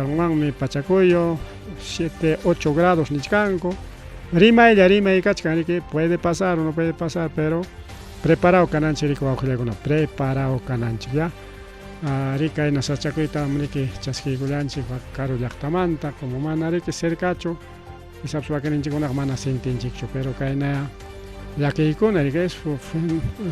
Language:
Ayacucho Quechua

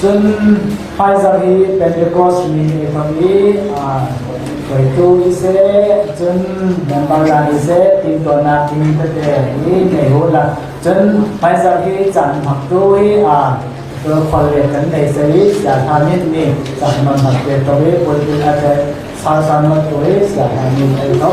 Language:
Falam Chin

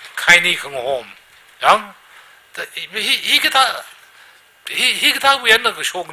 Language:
Tangkhul Naga (India)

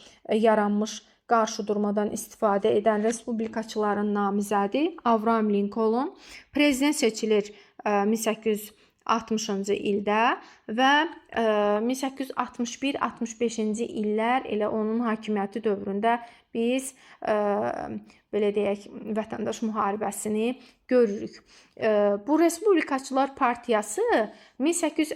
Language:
Azerbaijani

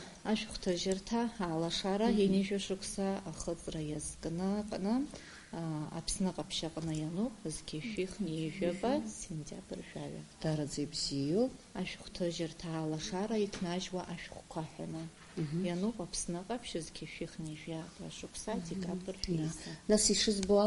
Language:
Abkhazian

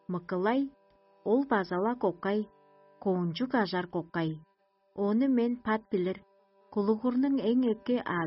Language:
Tuvinian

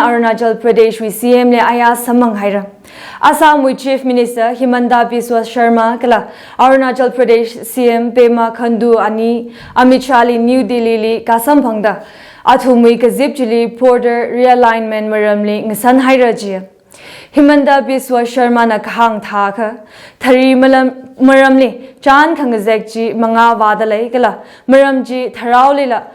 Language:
Tangkhul Naga (India)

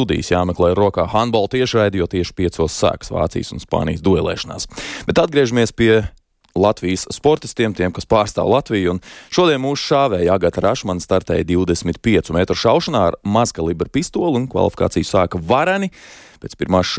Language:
Latvian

